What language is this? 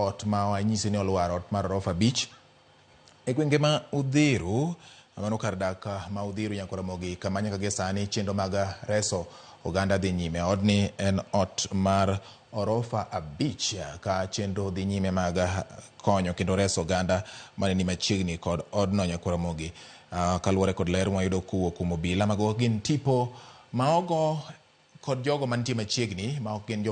Luo (Kenya and Tanzania)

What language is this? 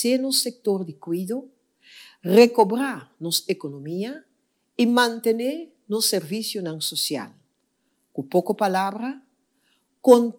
Papiamento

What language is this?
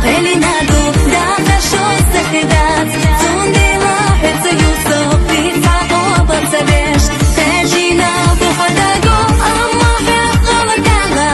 Chechen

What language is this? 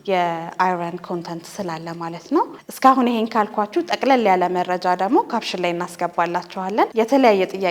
Amharic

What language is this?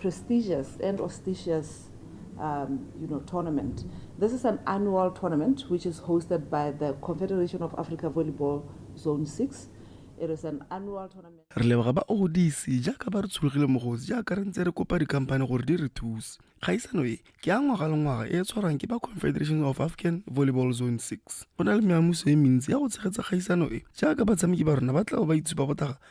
Tswana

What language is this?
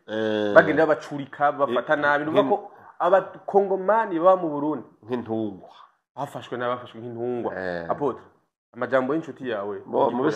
Rundi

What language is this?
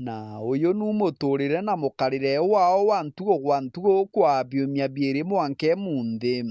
Meru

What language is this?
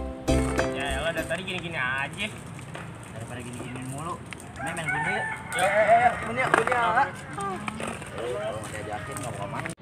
Betawi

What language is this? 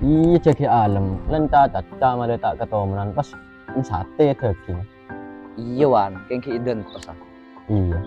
Madurese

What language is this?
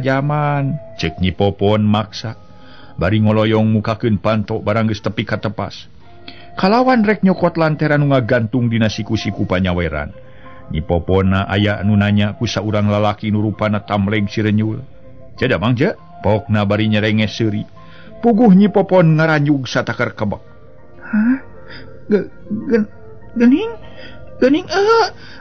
Sundanese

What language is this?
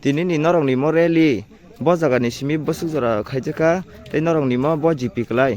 Kok Borok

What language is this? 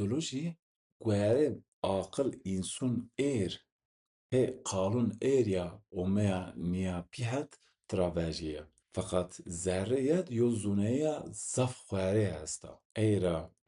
Zaza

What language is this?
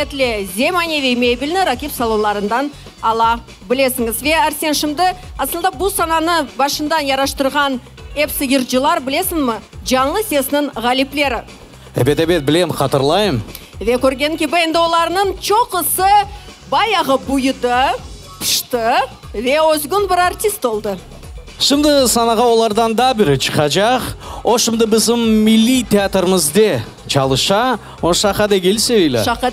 Crimean Tatar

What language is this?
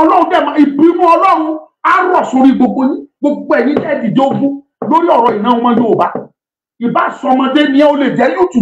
Yoruba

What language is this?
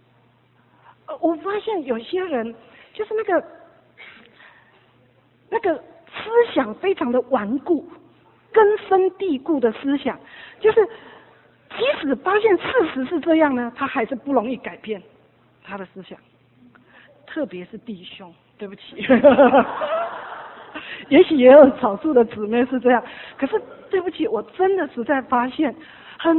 Chinese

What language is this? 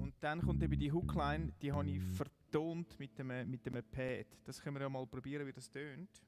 Swiss German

